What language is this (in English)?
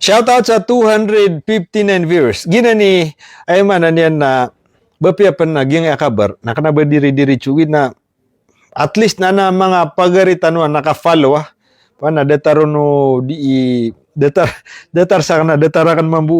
Maranao